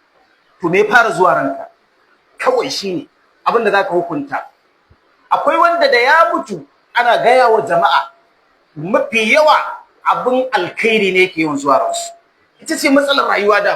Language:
Hausa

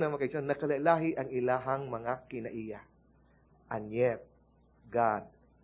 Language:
Cebuano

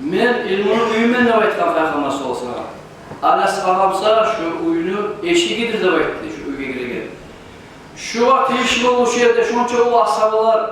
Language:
Kumyk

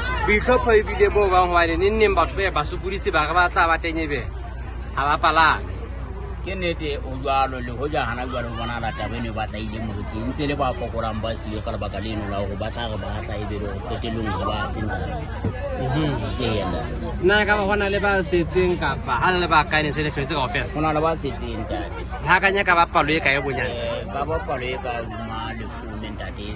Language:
Southern Sotho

